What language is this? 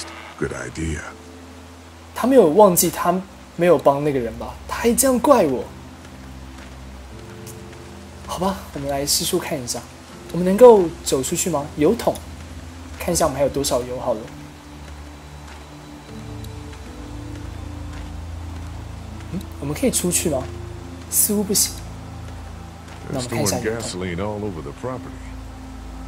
Chinese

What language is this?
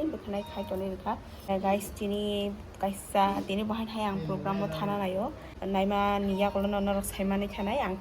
Kok Borok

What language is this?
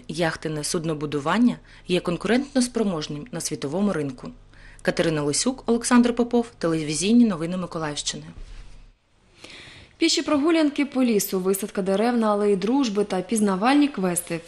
Ukrainian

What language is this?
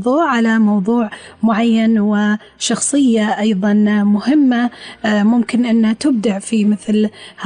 Gulf Arabic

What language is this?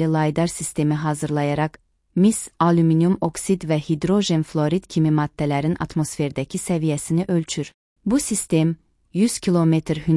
Azerbaijani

